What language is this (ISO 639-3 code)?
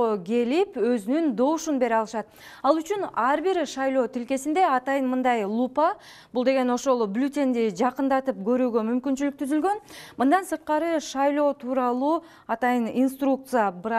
kir